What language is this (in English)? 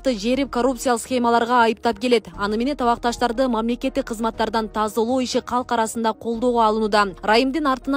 Kyrgyz